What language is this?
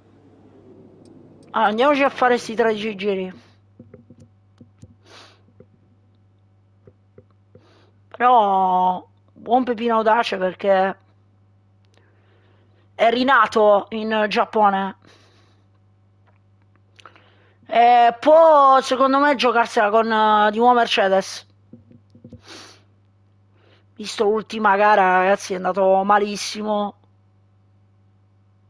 Italian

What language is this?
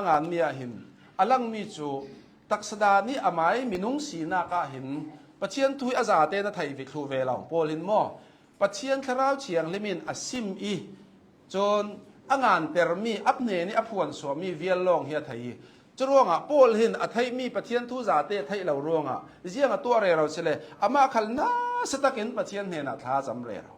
Hakha Chin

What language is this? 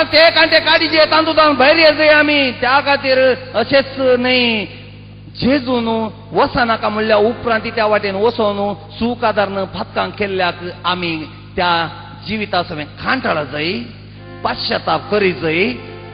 Konkani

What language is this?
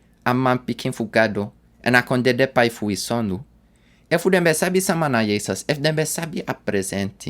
Sranan Tongo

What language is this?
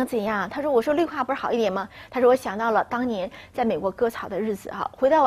Chinese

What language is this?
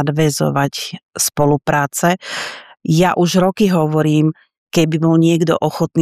Slovak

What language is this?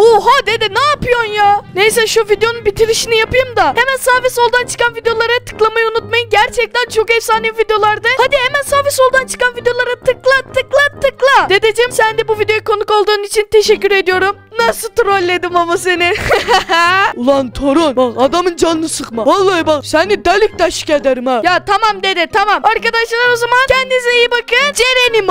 Turkish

